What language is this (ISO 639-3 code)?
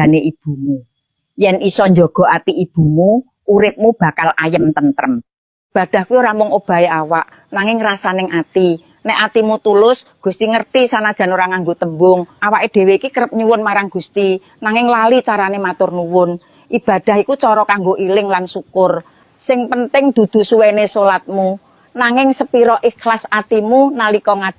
jav